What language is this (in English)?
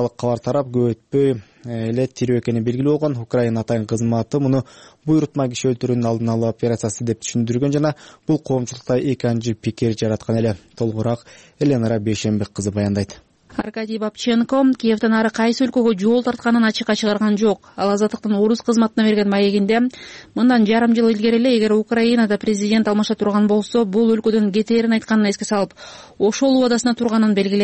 Kyrgyz